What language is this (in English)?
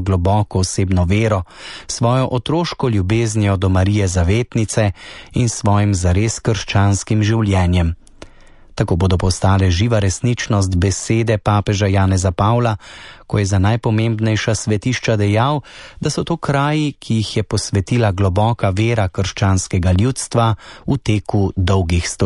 Slovenian